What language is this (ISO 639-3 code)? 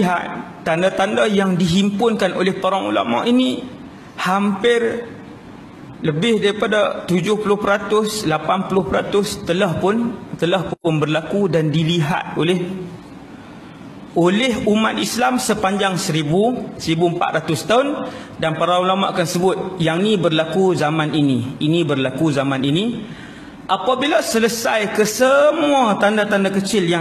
msa